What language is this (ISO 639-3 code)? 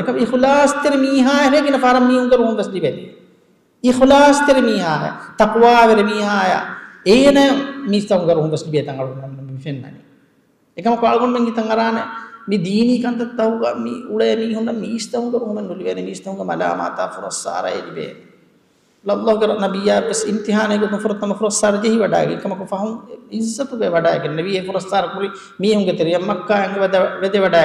div